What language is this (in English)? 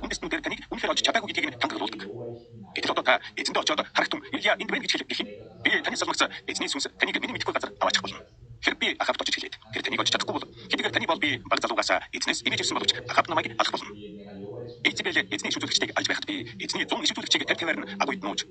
Mongolian